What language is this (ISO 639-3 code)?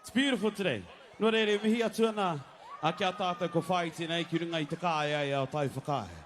mri